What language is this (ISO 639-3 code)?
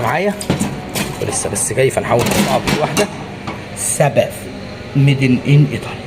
arz